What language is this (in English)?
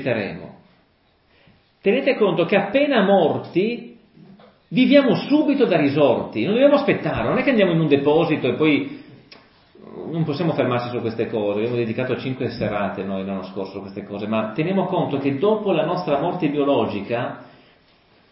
Italian